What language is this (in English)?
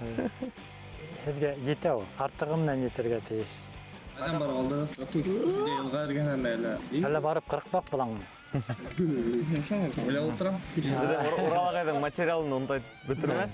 Bashkir